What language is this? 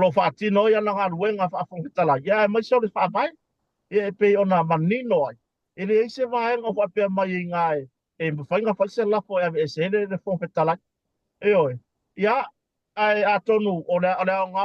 Samoan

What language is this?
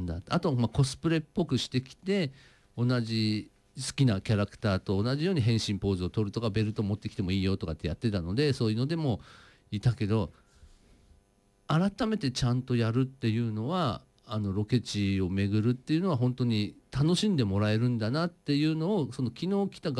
Japanese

